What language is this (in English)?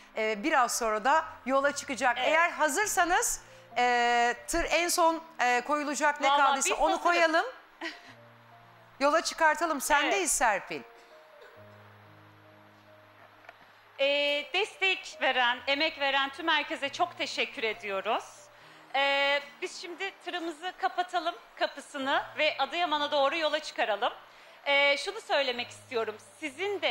Turkish